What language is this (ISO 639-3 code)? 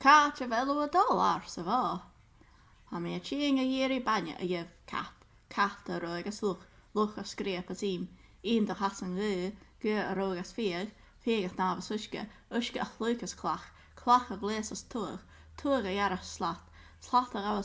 gla